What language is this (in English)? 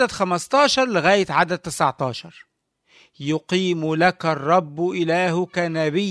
Arabic